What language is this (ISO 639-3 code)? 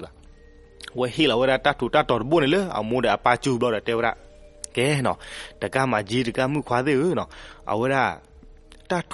ksw